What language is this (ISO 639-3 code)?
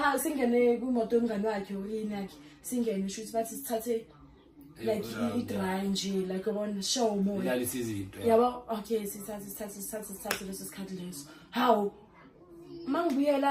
zul